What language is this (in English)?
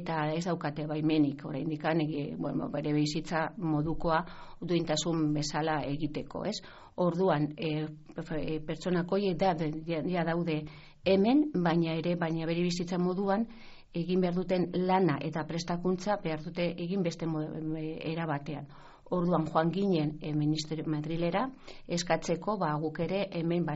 Basque